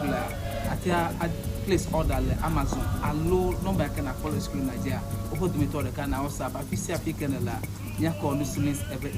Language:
Ewe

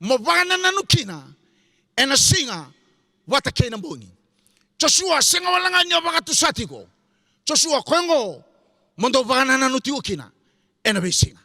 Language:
Fijian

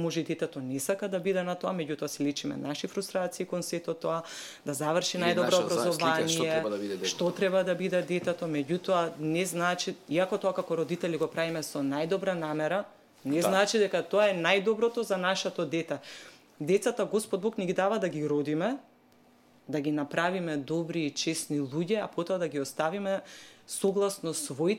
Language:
Macedonian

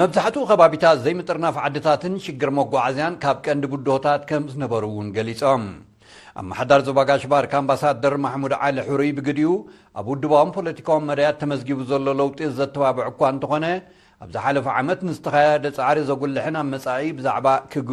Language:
Tigrinya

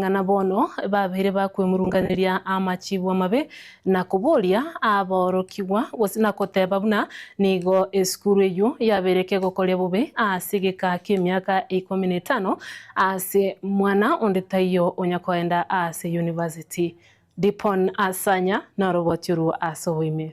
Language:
Gusii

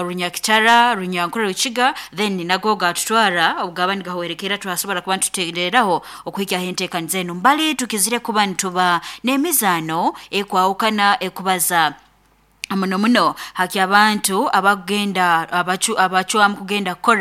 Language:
Nyankole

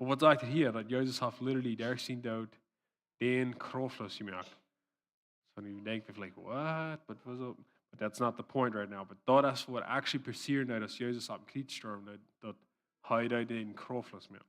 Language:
Plautdietsch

